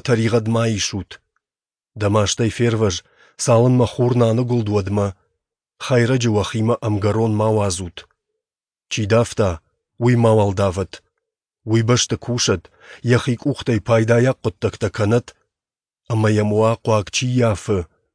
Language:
Ossetic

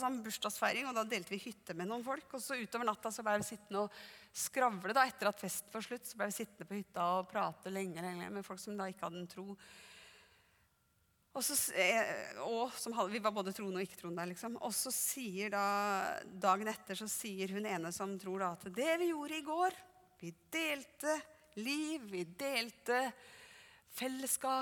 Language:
Norwegian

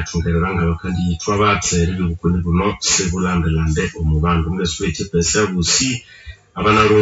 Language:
Nande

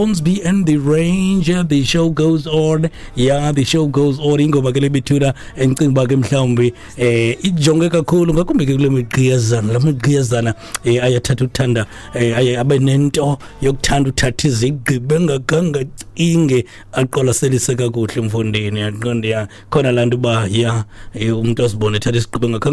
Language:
Xhosa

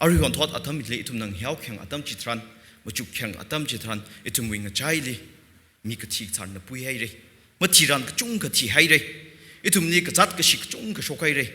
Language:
Tangkhul Naga (India)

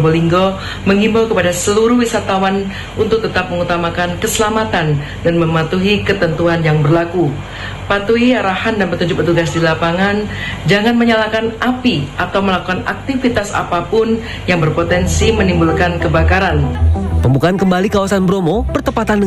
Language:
Indonesian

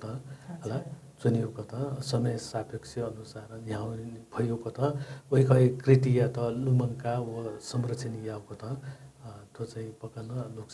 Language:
Newari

